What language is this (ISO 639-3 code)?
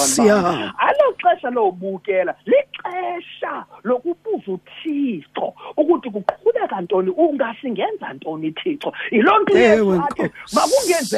xho